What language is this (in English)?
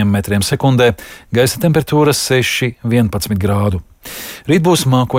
Latvian